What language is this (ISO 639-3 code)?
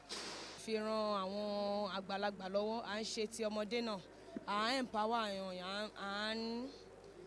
yor